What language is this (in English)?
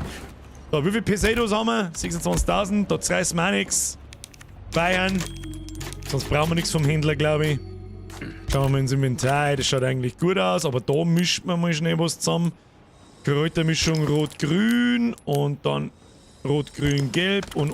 Bavarian